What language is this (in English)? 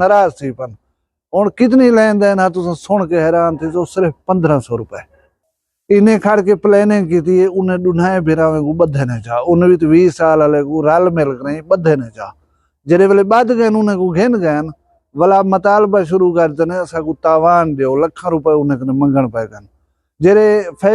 Saraiki